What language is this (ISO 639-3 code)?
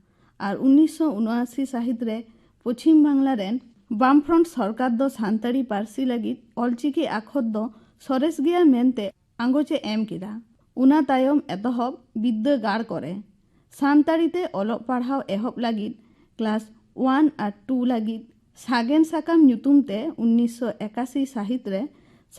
sat